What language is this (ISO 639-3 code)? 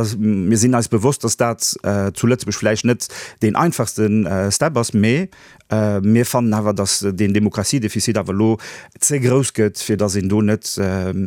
ltz